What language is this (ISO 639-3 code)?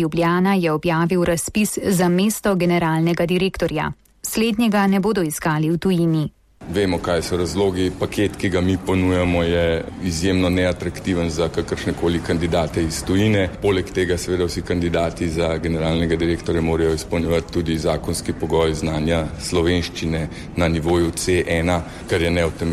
slv